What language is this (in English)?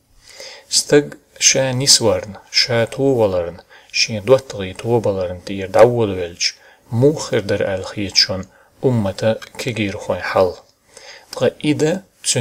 Chechen